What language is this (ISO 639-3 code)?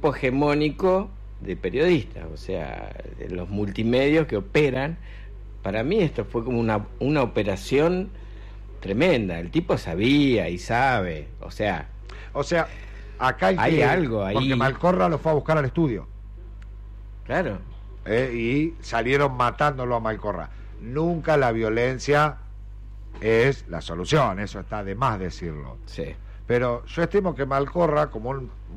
spa